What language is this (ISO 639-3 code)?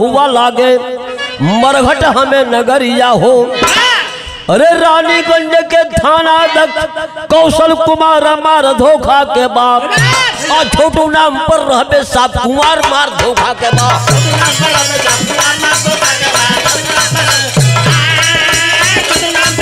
bho